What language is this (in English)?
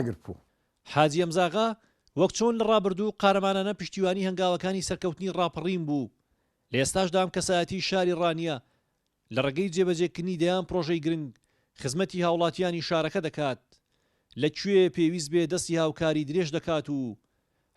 Central Kurdish